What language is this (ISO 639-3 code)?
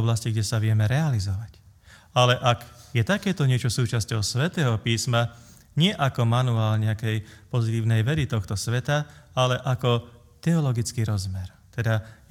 slk